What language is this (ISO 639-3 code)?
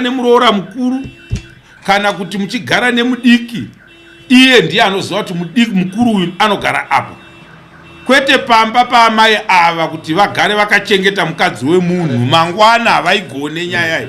sna